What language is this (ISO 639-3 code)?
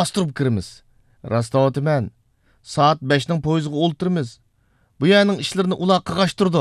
uig